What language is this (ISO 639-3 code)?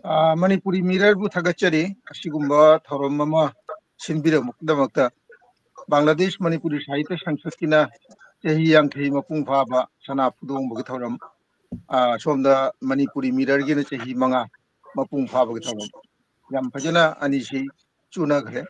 mni